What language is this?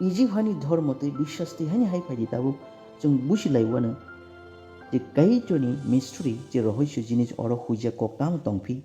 Kok Borok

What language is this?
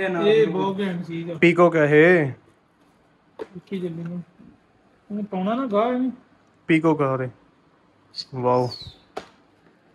Punjabi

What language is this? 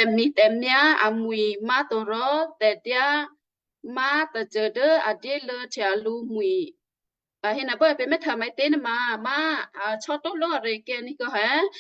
Western Kayah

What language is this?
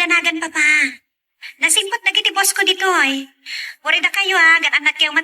Iloko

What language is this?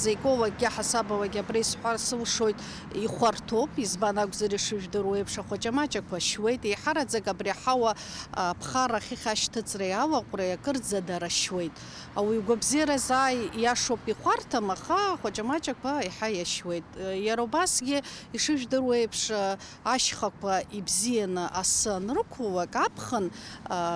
Abkhazian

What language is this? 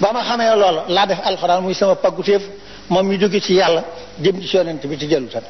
Wolof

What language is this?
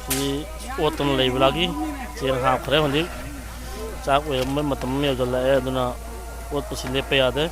Manipuri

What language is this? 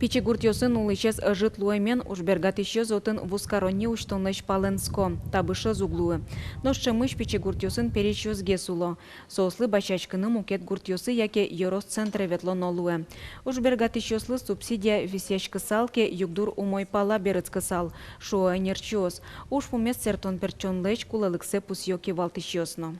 Udmurt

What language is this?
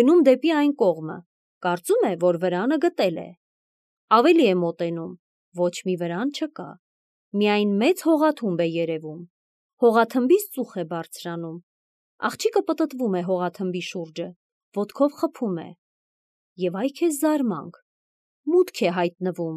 Armenian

